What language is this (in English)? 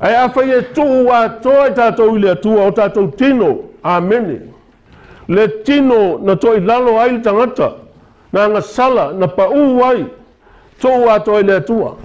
Samoan